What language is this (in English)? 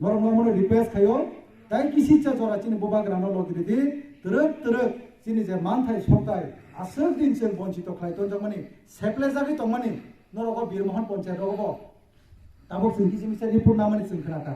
Kok Borok